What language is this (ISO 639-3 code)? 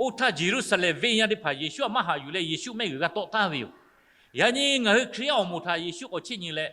lhu